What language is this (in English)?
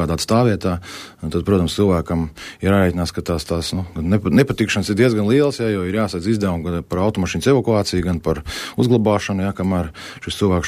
Latvian